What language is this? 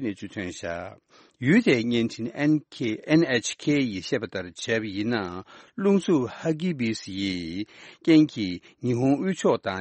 Tibetan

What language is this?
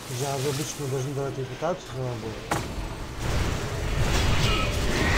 Russian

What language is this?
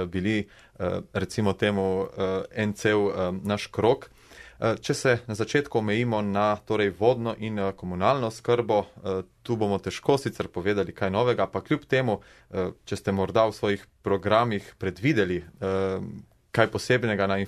Slovenian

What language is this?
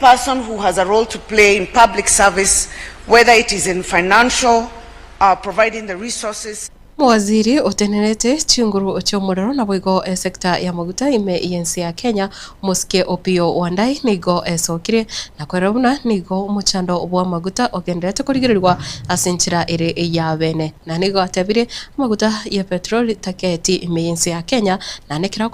Gusii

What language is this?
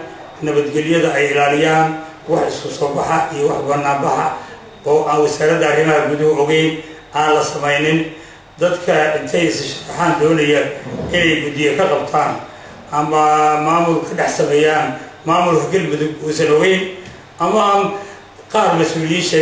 Somali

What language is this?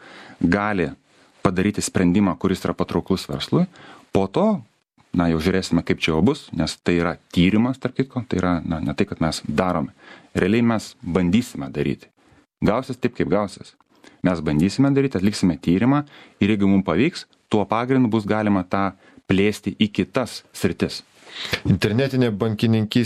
Lithuanian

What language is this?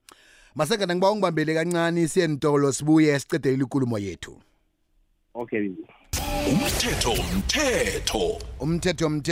South Ndebele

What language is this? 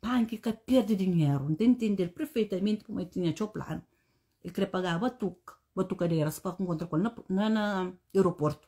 Kabuverdianu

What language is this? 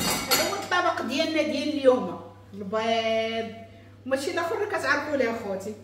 Moroccan Arabic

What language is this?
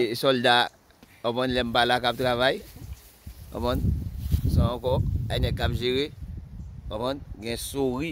Haitian Creole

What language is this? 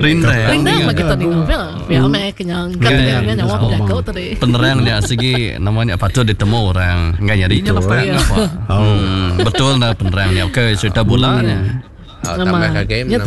Iban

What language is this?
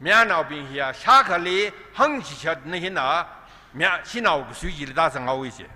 Tangkhul Naga (India)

